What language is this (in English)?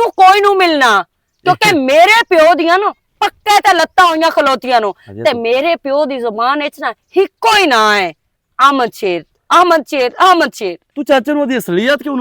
Western Panjabi